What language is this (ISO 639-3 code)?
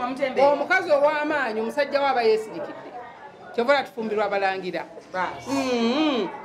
lug